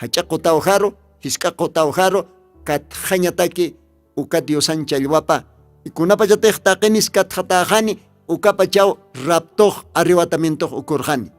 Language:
Aymara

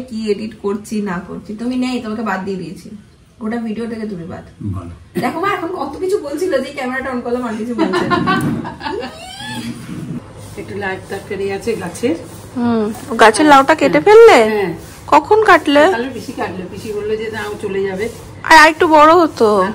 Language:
Bangla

